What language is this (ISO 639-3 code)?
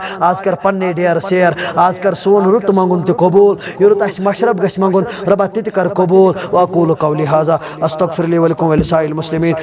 kas